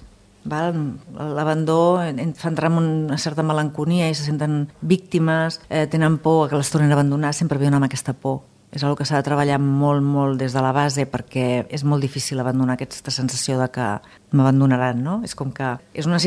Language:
Catalan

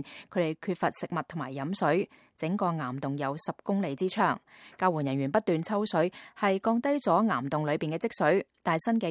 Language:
Cantonese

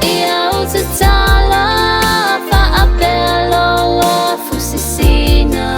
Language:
Samoan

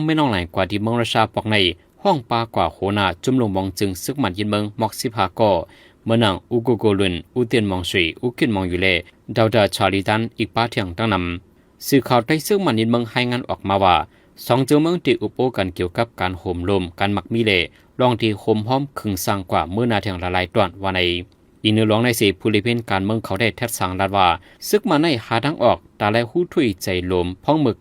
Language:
Shan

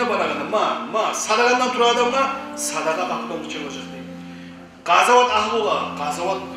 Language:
Kumyk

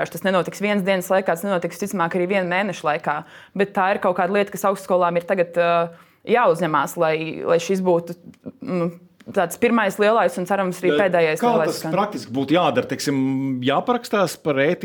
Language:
Latvian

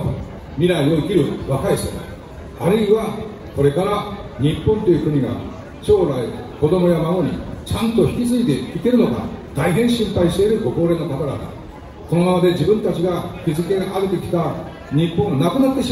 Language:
Japanese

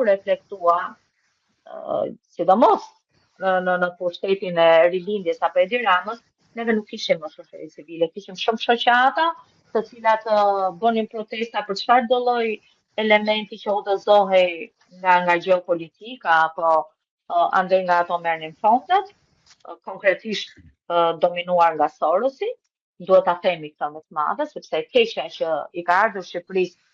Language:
Albanian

